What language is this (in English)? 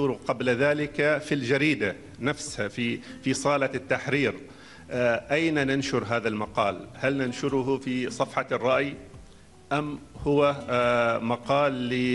Arabic